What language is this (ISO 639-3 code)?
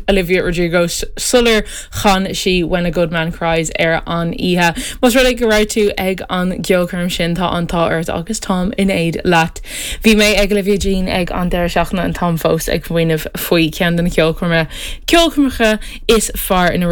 gle